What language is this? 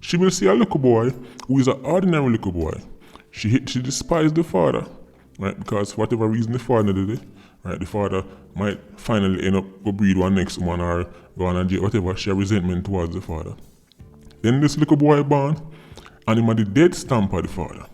Jamaican Creole English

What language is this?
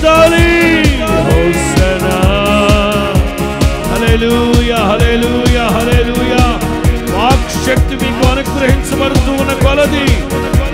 Telugu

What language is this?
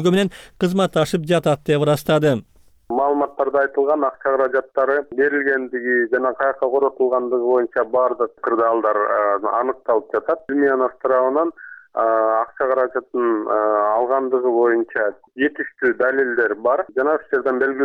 Kyrgyz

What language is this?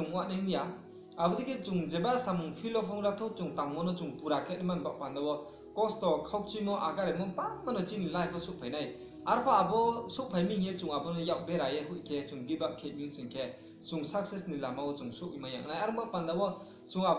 Riang (India)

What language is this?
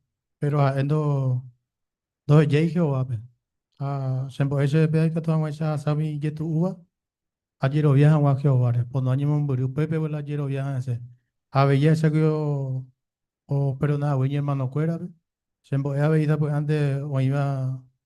Guarani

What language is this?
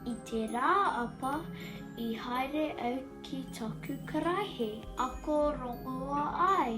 Māori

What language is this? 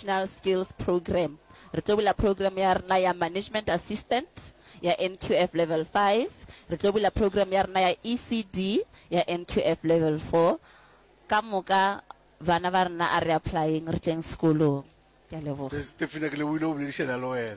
Northern Sotho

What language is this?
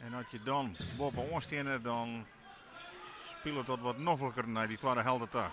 Western Frisian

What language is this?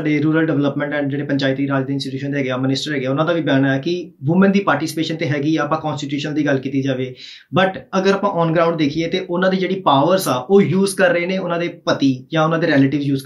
Punjabi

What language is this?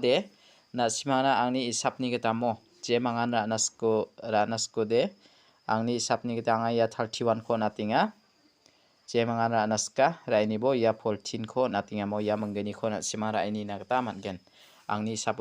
Garo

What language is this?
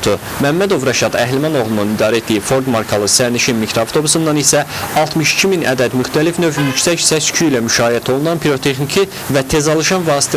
Azerbaijani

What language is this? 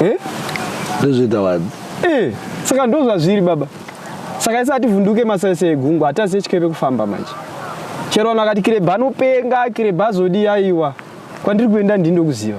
Shona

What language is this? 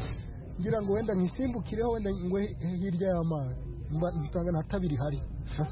Kinyarwanda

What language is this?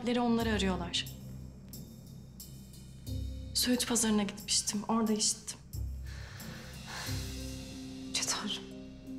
Turkish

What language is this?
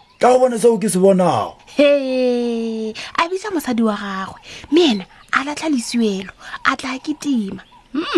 Northern Sotho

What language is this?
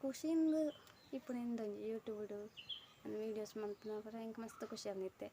Tulu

